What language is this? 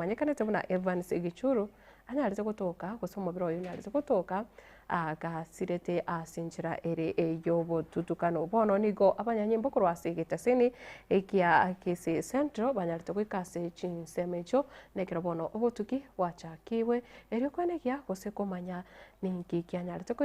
Gusii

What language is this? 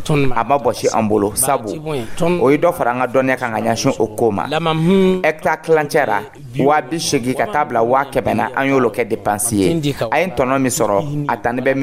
Dyula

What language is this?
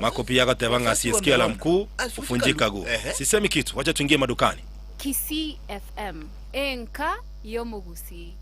Gusii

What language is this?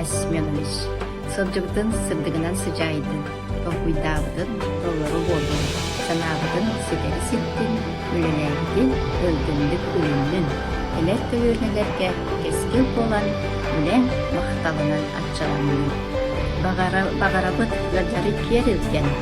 Yakut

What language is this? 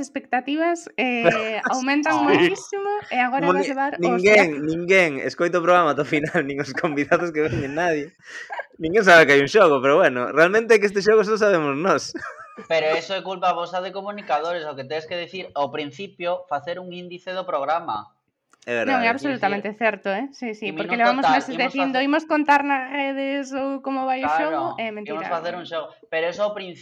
Galician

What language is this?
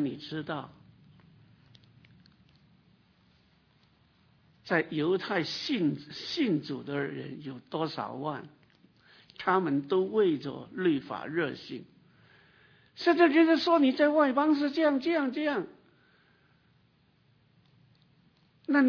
Chinese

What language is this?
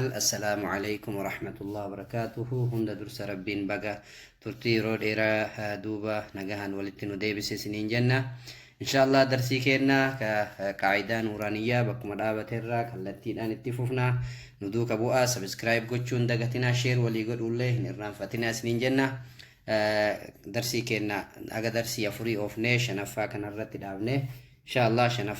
Oromo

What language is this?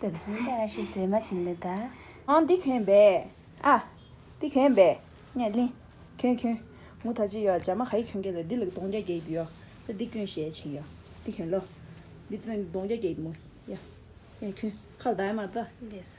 Tibetan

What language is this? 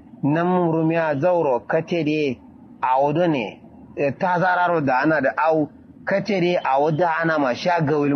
Kanuri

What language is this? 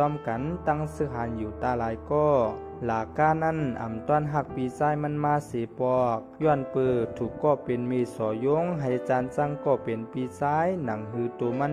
Shan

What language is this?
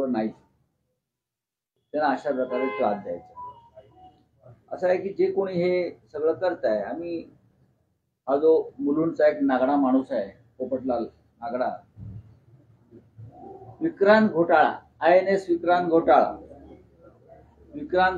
Marathi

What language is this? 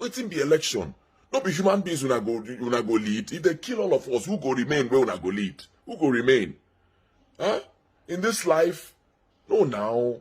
Nigerian Pidgin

